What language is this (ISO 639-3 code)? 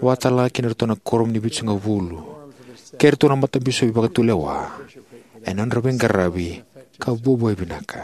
fij